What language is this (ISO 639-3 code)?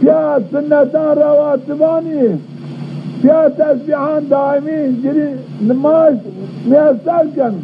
zza